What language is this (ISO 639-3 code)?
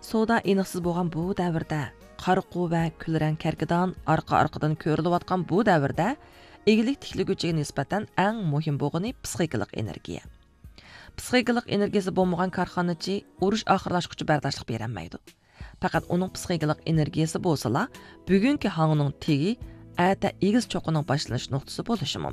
uig